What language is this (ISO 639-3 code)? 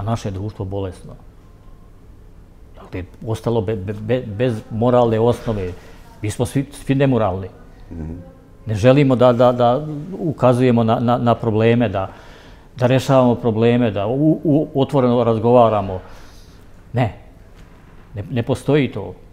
bos